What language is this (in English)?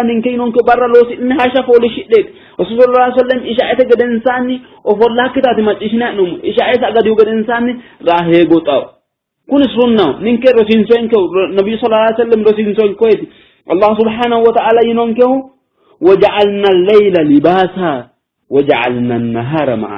Sidamo